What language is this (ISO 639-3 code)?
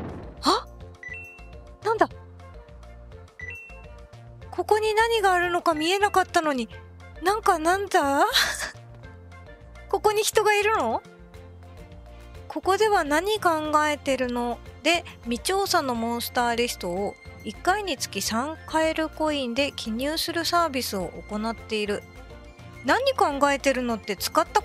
jpn